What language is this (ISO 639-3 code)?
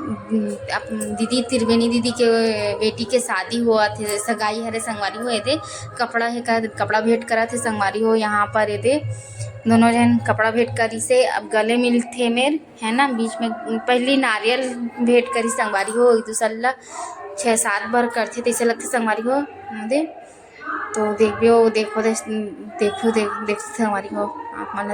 hne